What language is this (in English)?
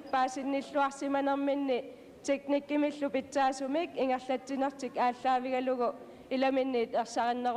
Kalaallisut